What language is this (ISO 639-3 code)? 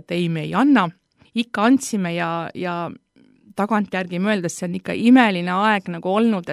est